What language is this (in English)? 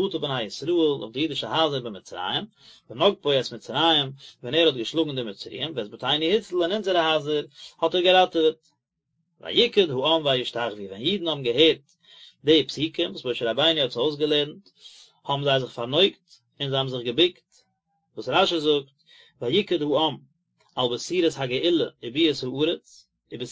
Yiddish